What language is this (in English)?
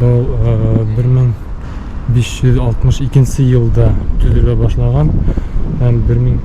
Bashkir